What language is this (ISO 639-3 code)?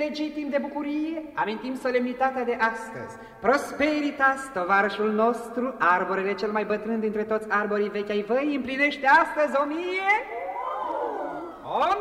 ron